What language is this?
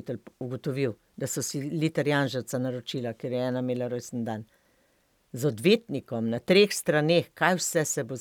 Slovenian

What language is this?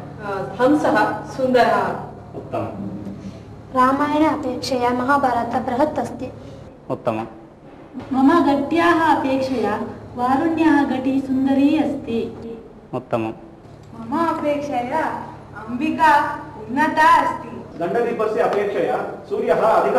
Sanskrit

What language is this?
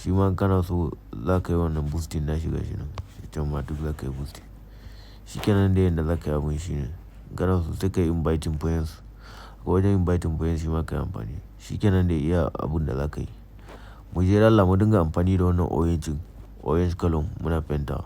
Hausa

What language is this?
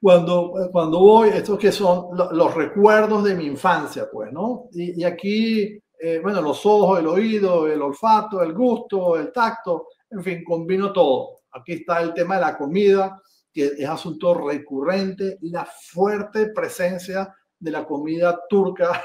Ladino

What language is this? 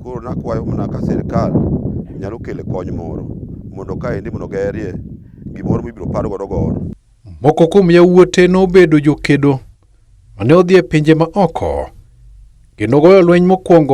Luo (Kenya and Tanzania)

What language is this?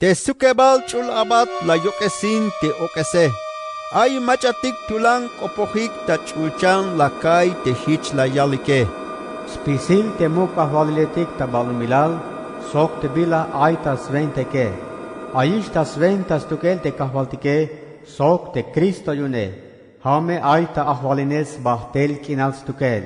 Tzeltal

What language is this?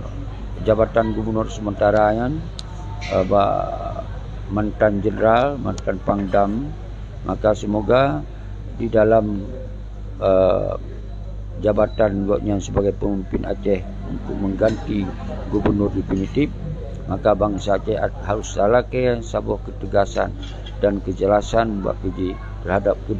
Achinese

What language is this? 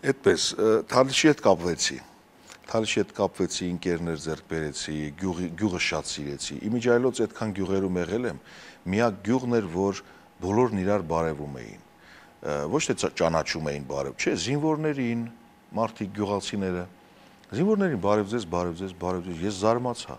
Armenian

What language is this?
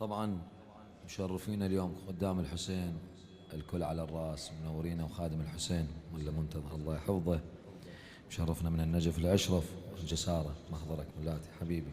Mesopotamian Arabic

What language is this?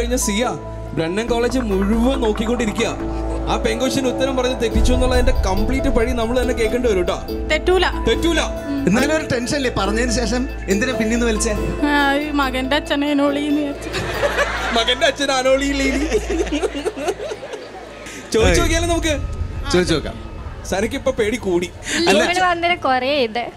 Malayalam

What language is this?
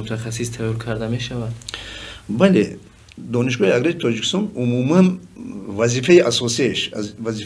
Tajik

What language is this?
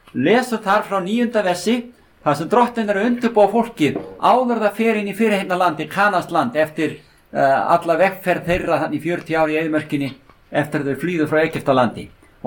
Icelandic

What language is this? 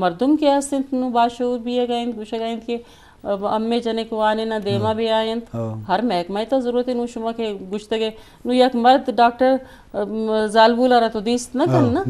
Eastern Balochi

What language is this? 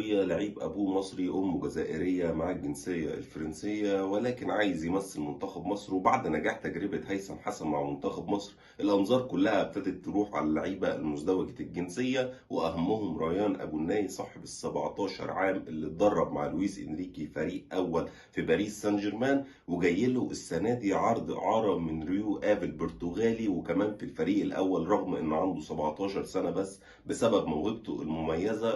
Egyptian Arabic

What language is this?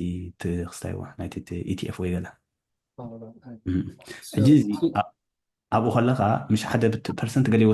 Tigrinya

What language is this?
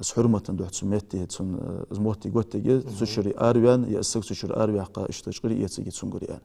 Ingush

